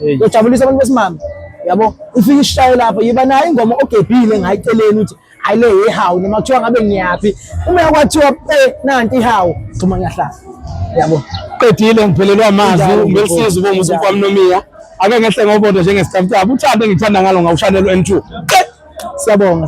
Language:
Zulu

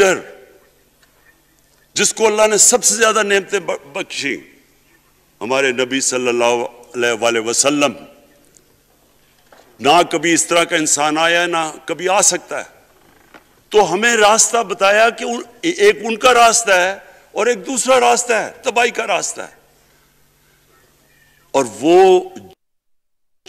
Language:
Urdu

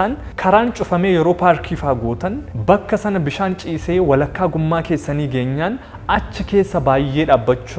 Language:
Oromo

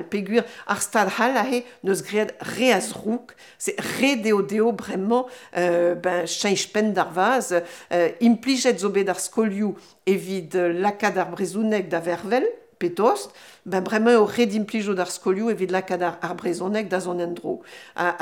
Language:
Breton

